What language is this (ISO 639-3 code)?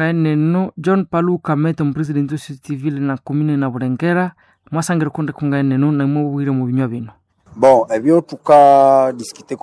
nnb